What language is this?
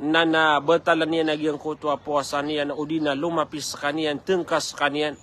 Maranao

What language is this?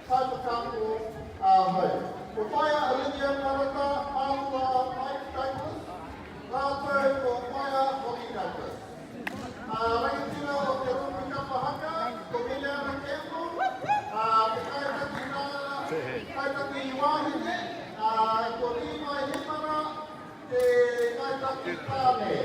Māori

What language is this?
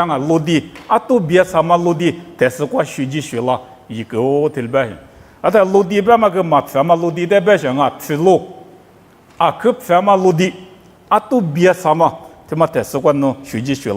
Lisu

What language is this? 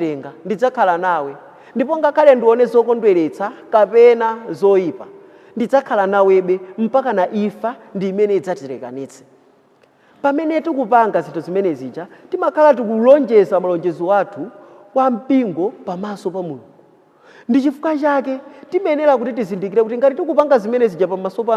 Nyanja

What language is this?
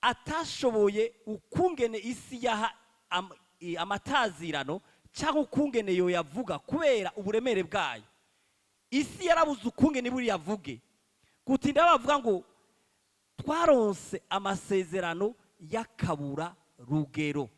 Rundi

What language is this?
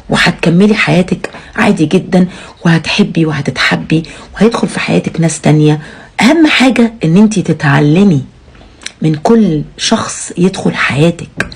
Egyptian Arabic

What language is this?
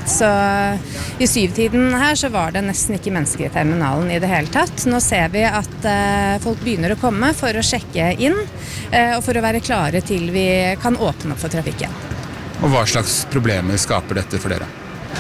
Norwegian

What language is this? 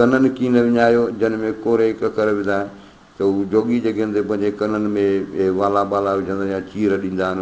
Sindhi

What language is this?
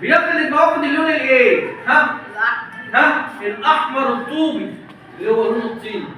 Egyptian Arabic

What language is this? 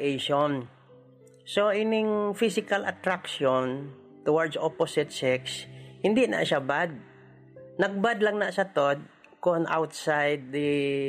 Hiligaynon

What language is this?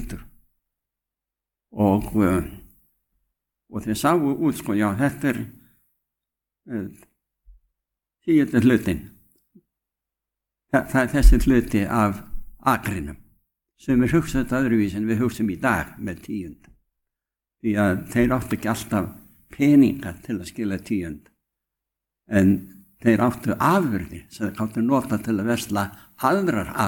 Icelandic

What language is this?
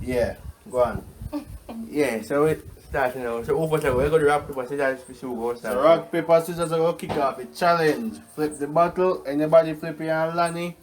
Jamaican Creole English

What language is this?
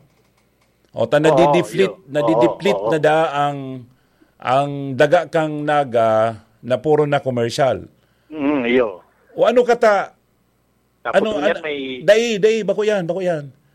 Bikol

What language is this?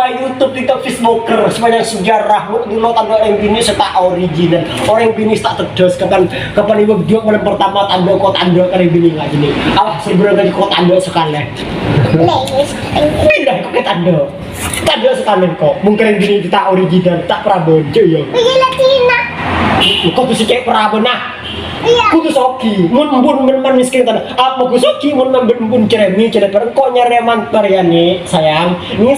Madurese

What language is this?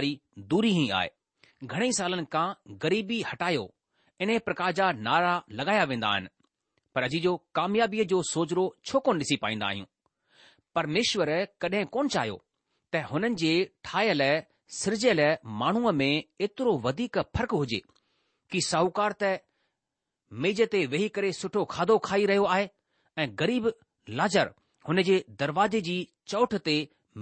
Sindhi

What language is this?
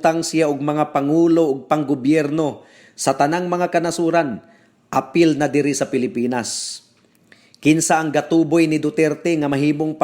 Cebuano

